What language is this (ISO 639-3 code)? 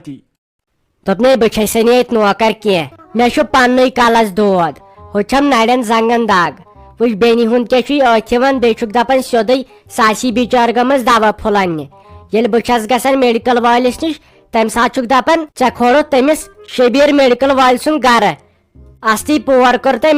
kas